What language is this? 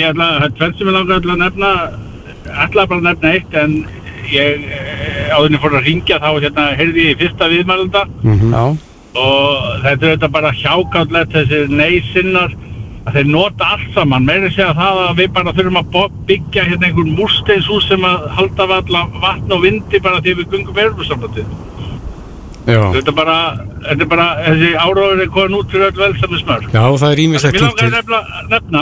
Icelandic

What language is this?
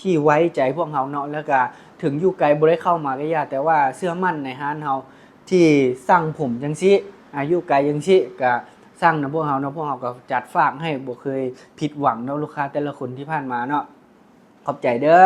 Lao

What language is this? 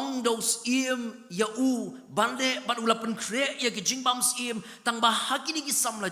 Khasi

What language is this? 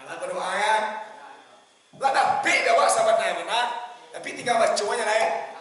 Minangkabau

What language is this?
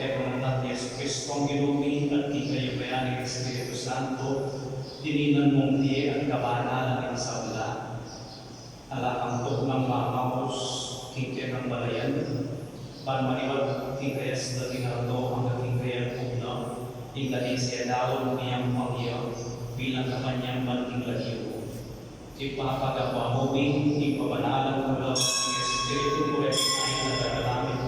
Pampanga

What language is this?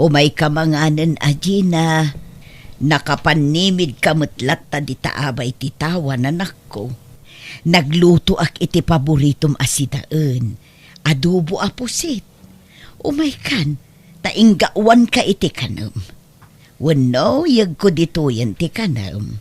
Iloko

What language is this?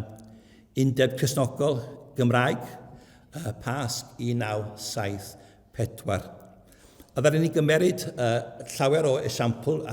Welsh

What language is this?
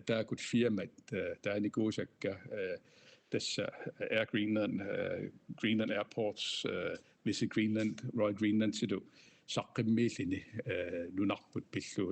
Kalaallisut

